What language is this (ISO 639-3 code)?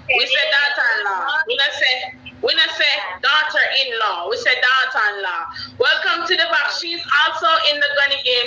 jam